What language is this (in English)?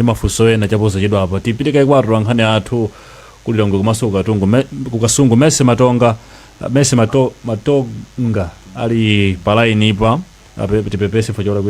Nyanja